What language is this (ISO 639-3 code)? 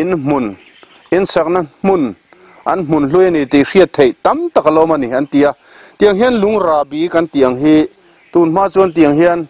lus